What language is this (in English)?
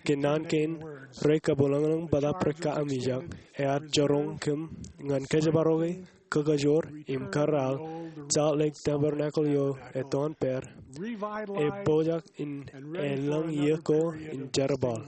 Marshallese